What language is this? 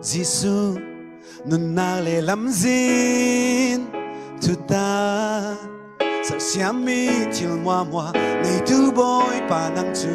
Falam Chin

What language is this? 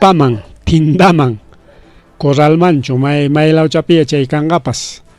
Ayacucho Quechua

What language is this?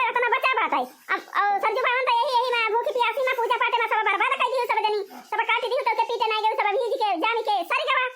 Awadhi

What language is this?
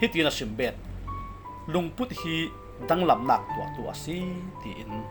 Falam Chin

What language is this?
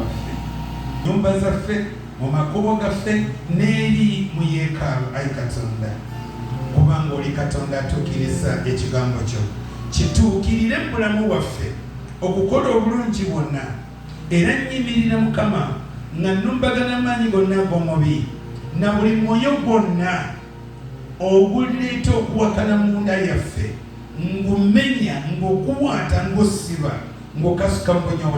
Ganda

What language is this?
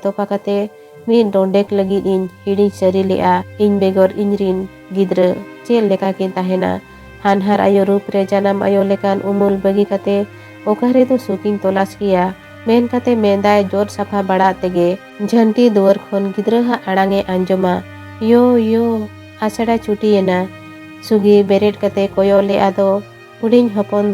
Santali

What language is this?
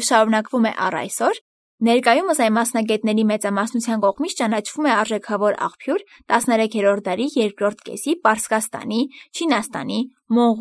Armenian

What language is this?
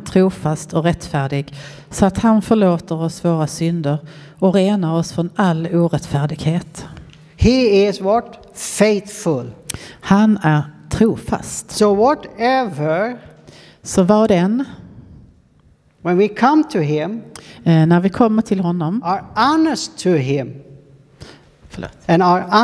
Swedish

